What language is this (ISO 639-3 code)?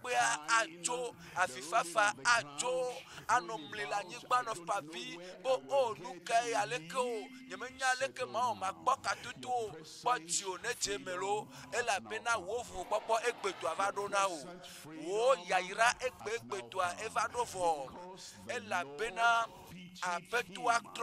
ewe